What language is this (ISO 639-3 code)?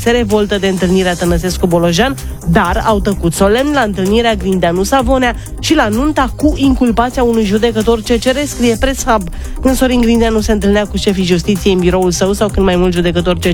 ron